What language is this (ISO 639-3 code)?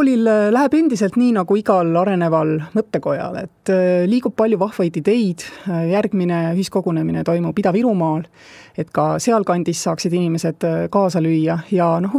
est